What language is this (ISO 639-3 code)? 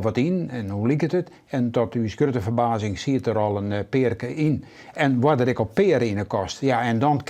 fry